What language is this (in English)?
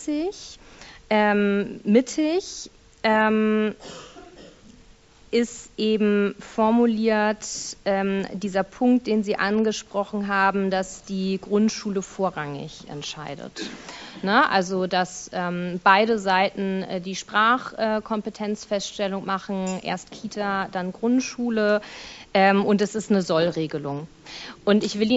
German